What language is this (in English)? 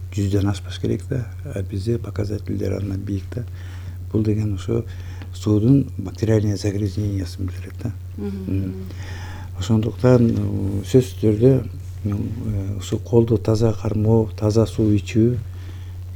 Kyrgyz